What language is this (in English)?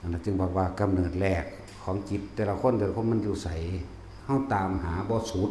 Northeastern Thai